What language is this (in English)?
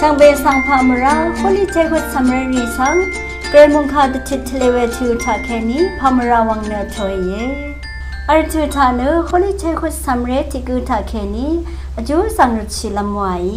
Rawang